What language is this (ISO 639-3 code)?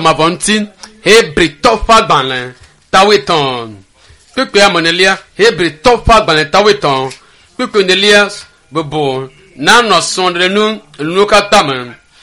ewe